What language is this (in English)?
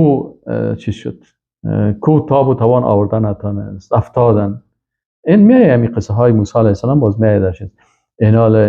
Persian